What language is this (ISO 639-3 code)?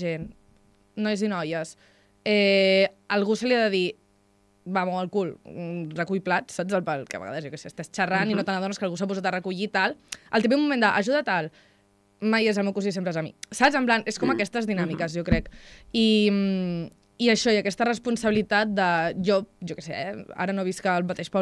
cat